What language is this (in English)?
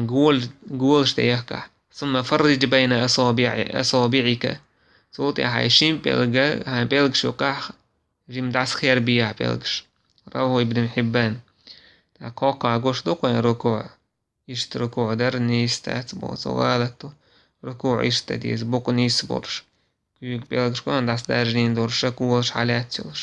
Chechen